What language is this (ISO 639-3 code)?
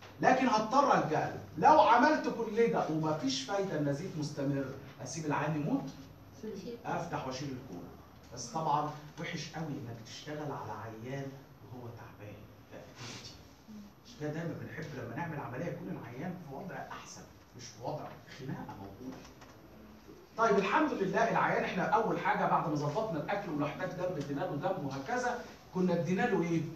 arz